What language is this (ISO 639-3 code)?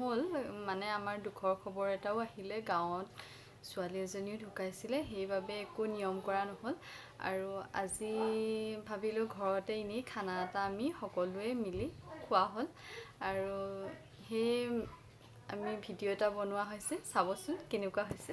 asm